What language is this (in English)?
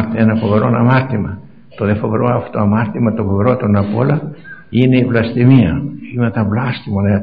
Greek